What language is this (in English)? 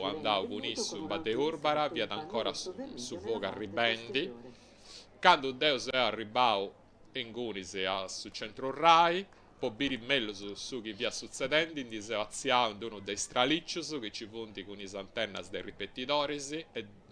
Sardinian